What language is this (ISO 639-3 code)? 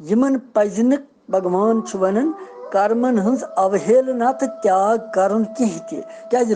kas